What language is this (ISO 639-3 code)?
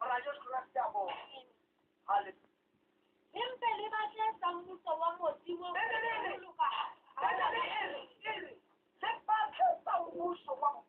sot